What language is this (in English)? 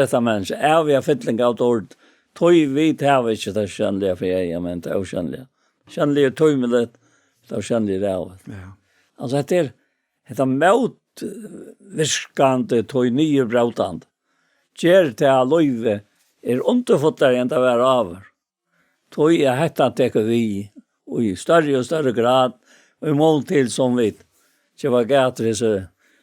Faroese